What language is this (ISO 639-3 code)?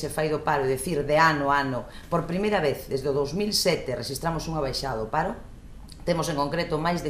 glg